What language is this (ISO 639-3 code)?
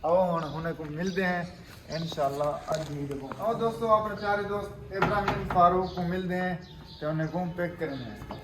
skr